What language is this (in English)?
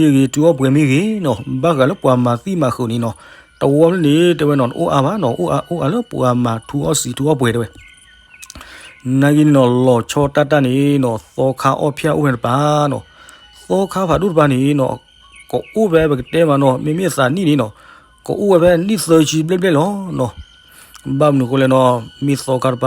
S'gaw Karen